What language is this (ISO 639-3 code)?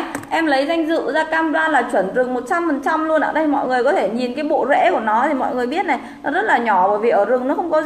vie